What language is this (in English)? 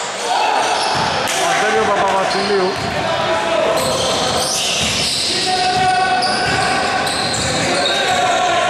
Greek